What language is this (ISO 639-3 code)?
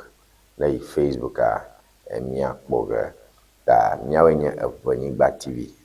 ewe